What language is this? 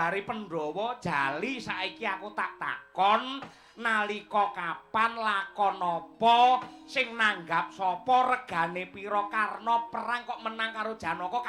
Javanese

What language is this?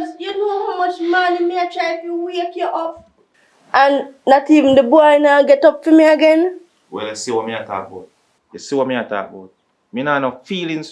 Jamaican Creole English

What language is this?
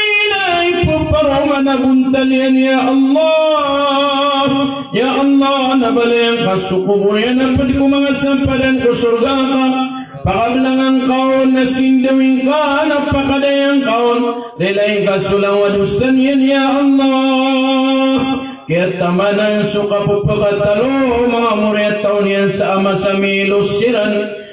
Maranao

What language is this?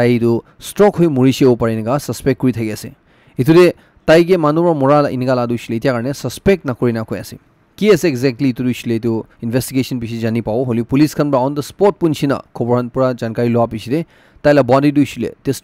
Naga Pidgin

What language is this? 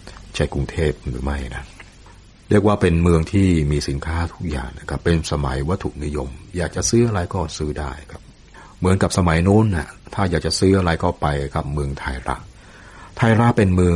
Thai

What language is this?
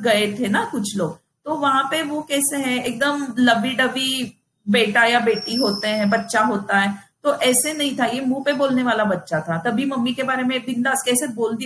Hindi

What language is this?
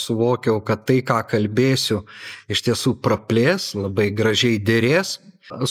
Lithuanian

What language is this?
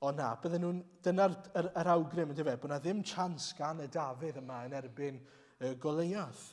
Welsh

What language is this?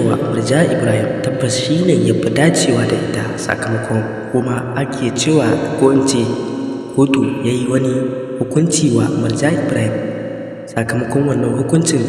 Hausa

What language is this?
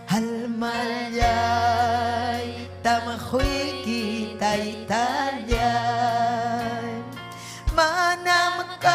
Ayacucho Quechua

